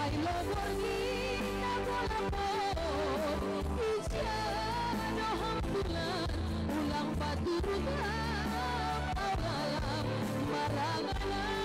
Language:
Batak Simalungun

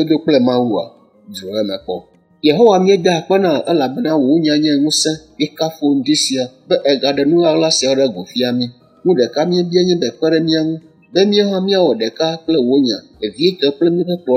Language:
Ewe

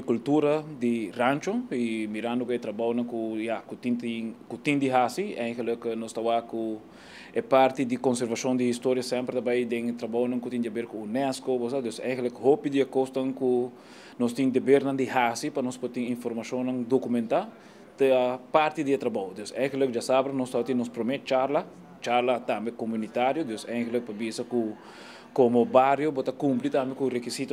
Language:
Papiamento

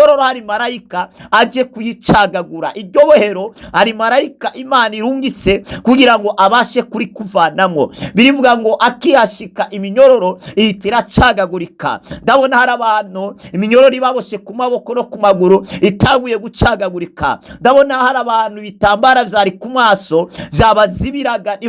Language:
Rundi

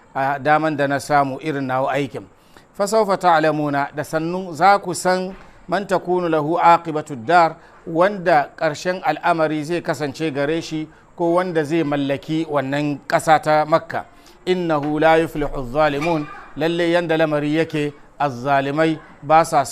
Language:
Hausa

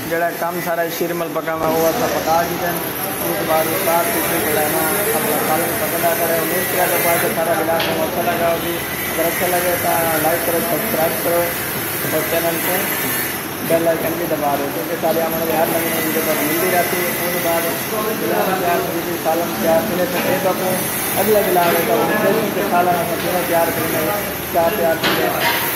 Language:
Saraiki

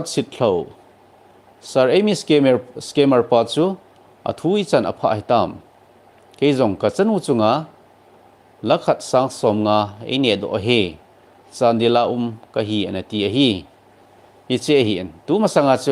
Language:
Thado Chin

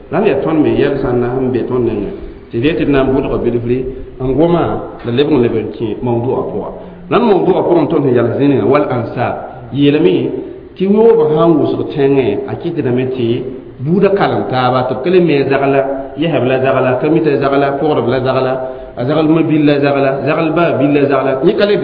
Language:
Mossi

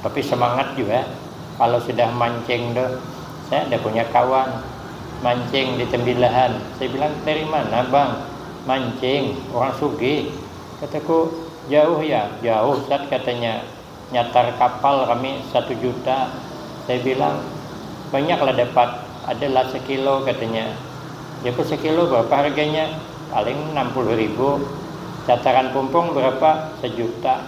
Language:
Banjar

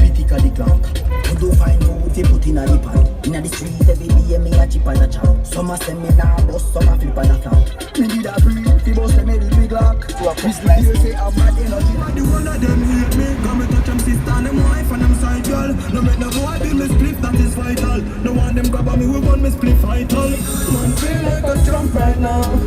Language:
Jamaican Creole English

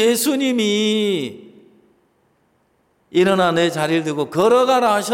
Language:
Korean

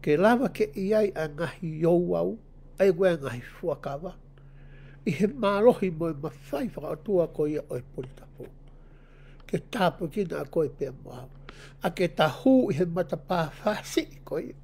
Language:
Tongan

